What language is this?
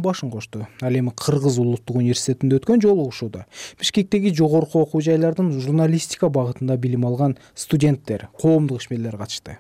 Kyrgyz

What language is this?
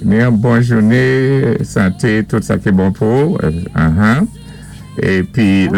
Saint Lucian Creole French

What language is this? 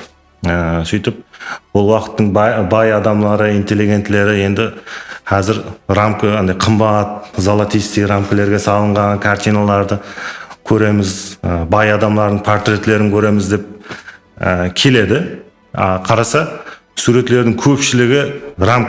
Kara-Kalpak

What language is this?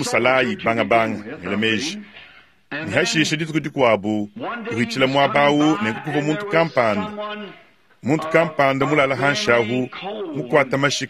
Luba-Lulua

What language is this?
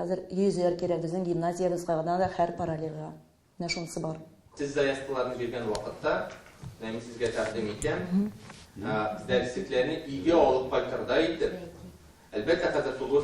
Tatar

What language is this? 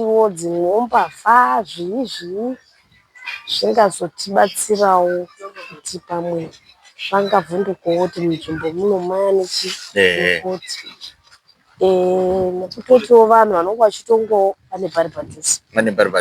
Shona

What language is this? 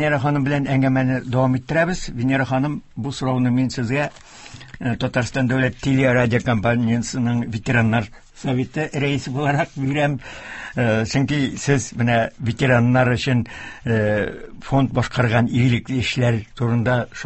Tatar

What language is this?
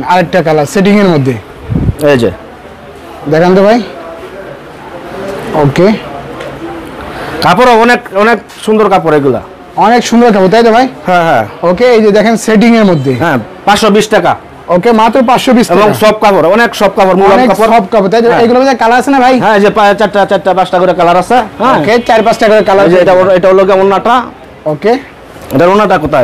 Bangla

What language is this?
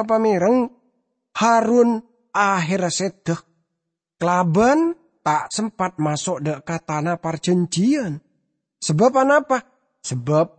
Madurese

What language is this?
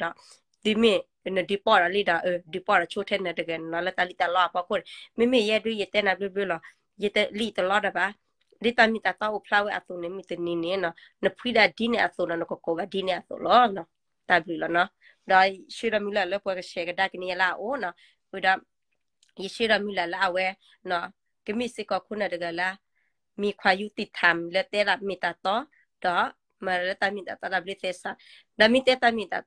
S'gaw Karen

